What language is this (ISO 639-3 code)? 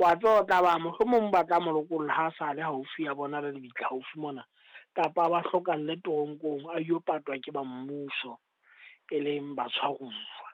sot